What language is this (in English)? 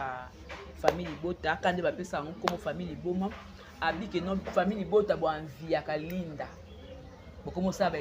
Lingala